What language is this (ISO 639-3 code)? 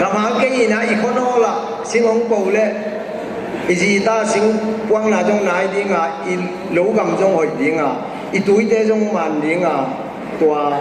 ctd